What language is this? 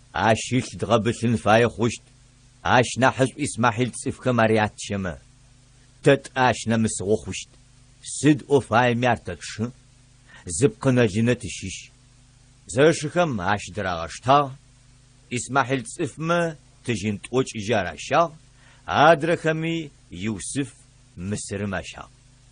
Adyghe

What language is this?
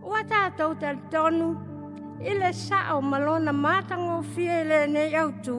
Samoan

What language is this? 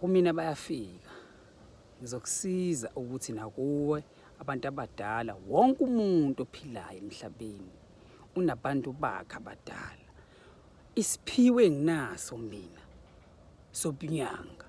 Zulu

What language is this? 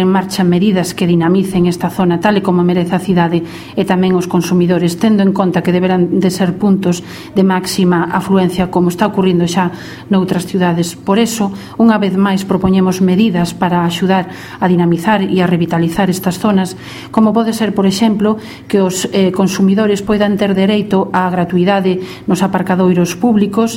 Galician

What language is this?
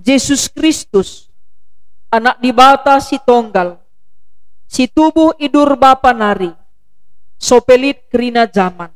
Batak Karo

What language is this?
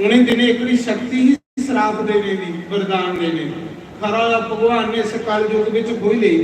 Dogri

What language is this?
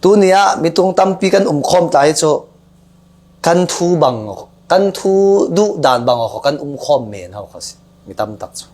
Falam Chin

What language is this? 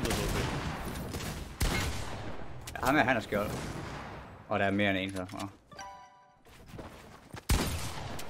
Danish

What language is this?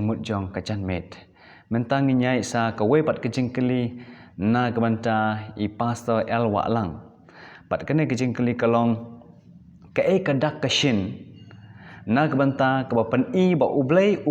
Khasi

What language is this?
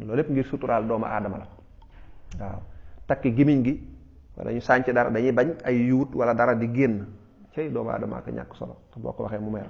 Wolof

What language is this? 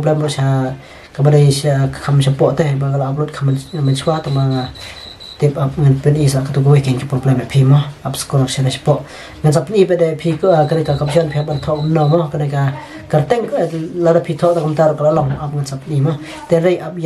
Khasi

